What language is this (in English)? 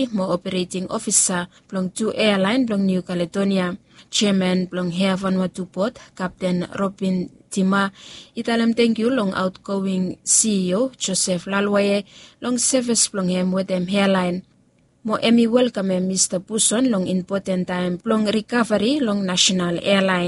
Bislama